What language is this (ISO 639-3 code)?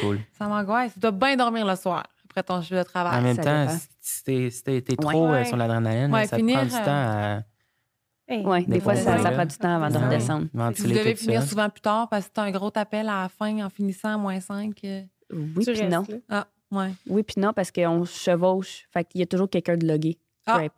fra